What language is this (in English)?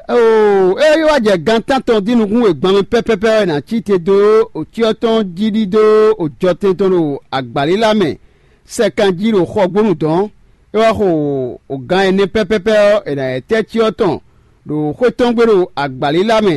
Fon